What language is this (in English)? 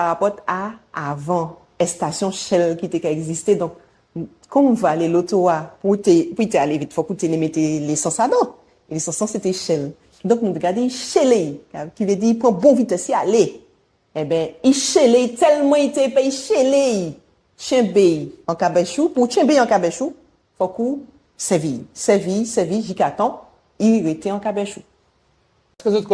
Guadeloupean Creole French